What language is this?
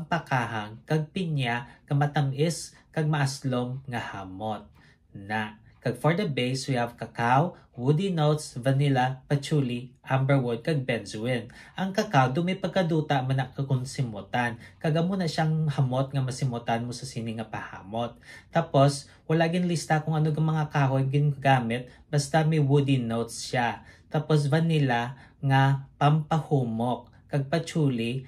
Hiligaynon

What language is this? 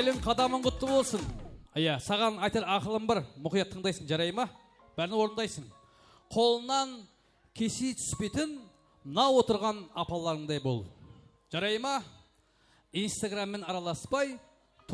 Kara-Kalpak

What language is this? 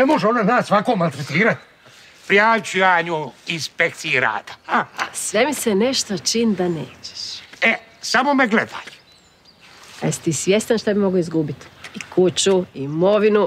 Croatian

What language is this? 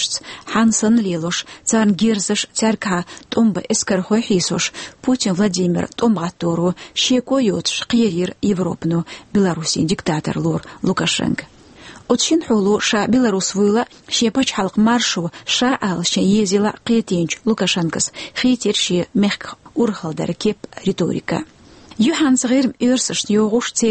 Chechen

